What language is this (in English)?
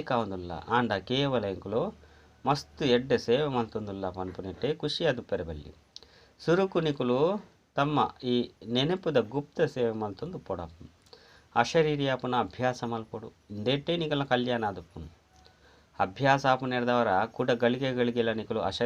Tulu